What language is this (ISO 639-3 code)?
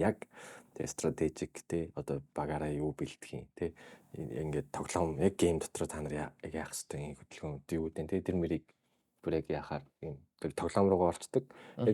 mon